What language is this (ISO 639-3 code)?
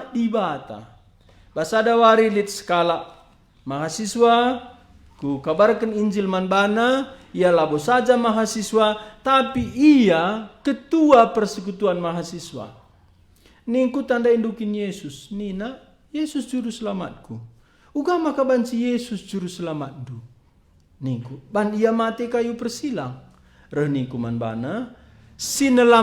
btx